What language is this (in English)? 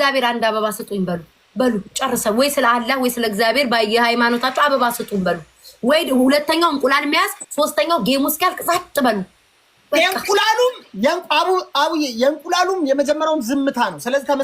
Amharic